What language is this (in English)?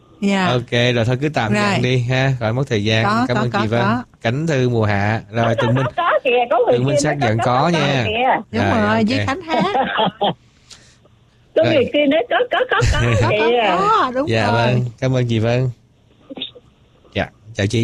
Vietnamese